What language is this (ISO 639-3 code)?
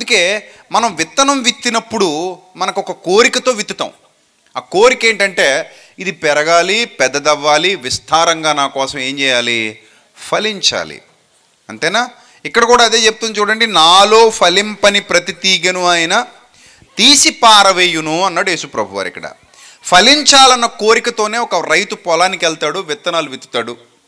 tel